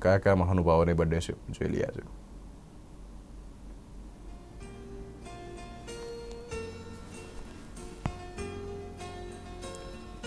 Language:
Gujarati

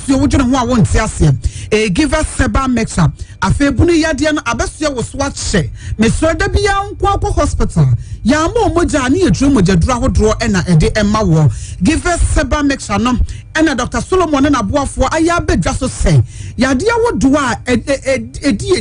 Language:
Akan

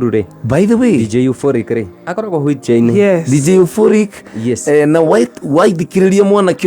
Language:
Kikuyu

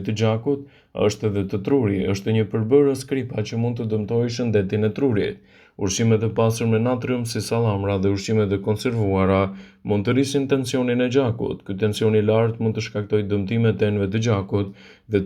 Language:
Albanian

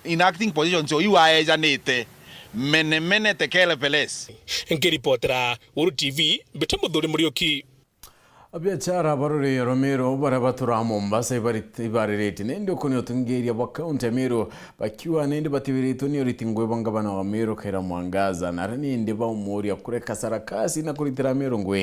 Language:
Meru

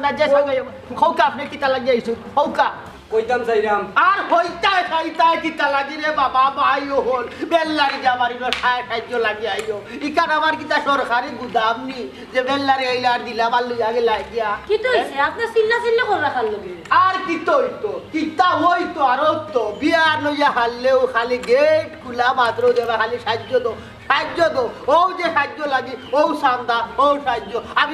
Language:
Sylheti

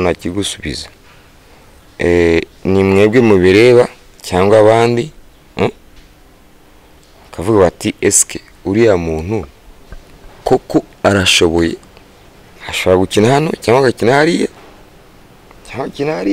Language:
Kinyarwanda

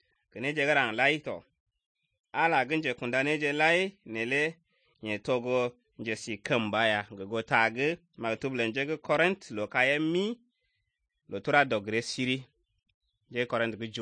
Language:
Slovenian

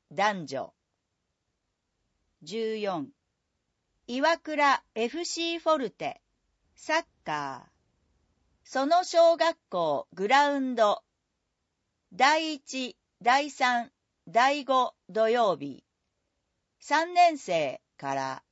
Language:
Japanese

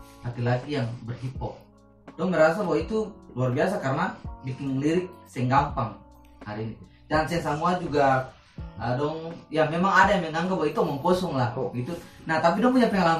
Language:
Ambonese Malay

